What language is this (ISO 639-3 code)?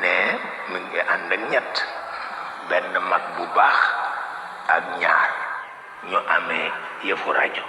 wol